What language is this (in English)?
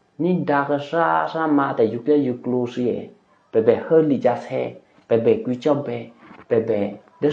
Eastern Kayah